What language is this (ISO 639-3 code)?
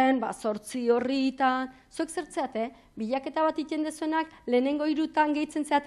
eus